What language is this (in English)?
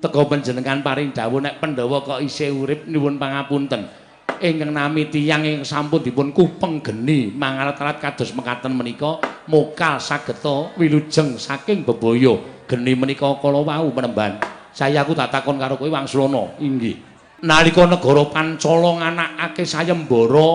Javanese